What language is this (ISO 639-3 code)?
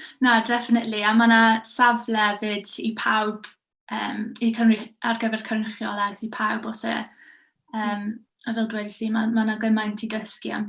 cym